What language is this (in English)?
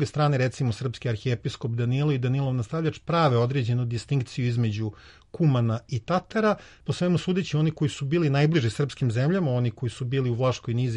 Serbian